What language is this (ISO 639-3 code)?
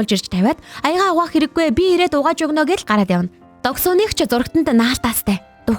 mon